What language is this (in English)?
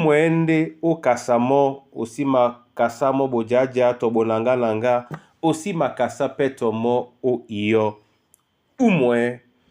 Duala